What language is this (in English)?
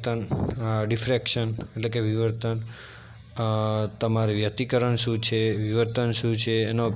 Gujarati